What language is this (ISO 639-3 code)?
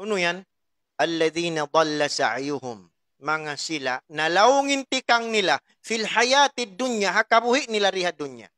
tsg